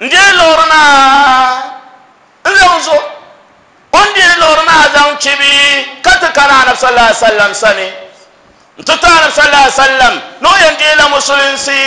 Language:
Dagbani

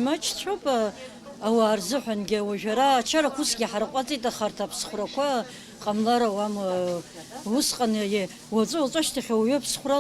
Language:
Abkhazian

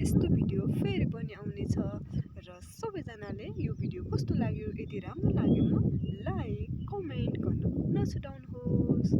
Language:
Nepali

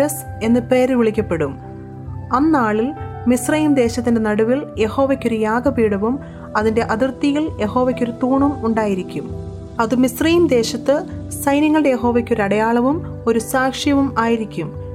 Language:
Malayalam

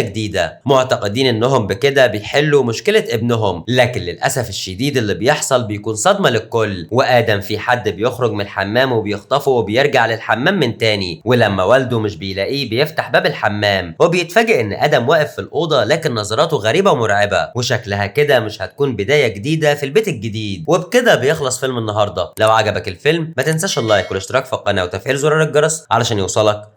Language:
Egyptian Arabic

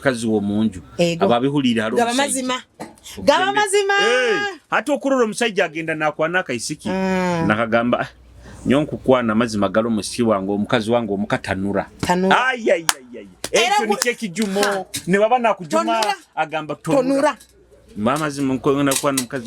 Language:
Nyoro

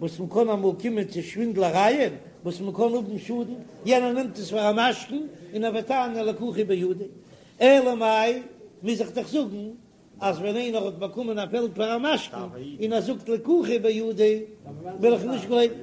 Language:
Yiddish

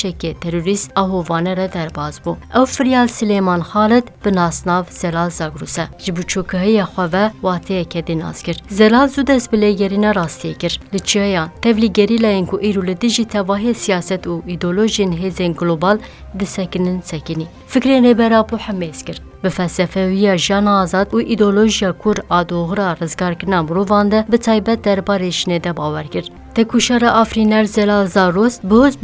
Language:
Kurdish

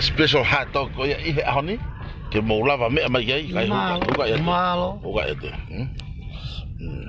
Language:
Tongan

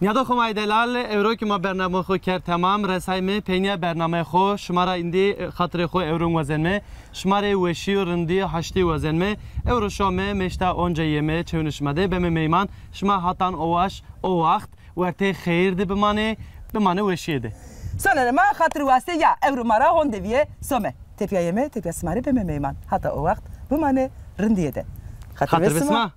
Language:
Zaza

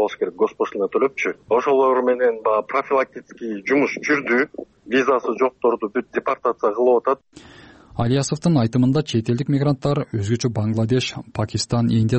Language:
Kyrgyz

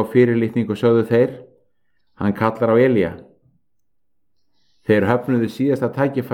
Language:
Icelandic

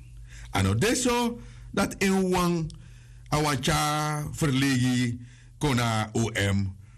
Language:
Sranan Tongo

